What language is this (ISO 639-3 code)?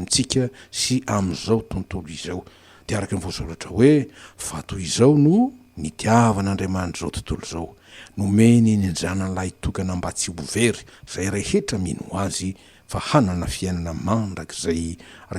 mlg